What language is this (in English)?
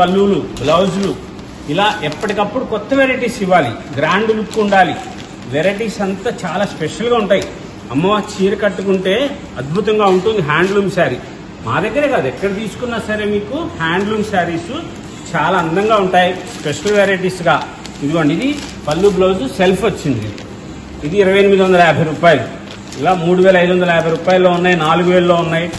Telugu